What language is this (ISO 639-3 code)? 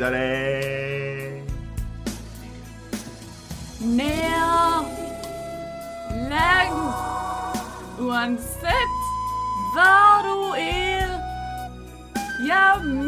nor